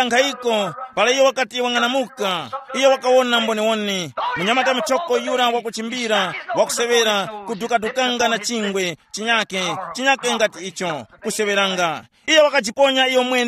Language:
Tumbuka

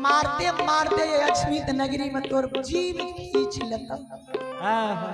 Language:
Maithili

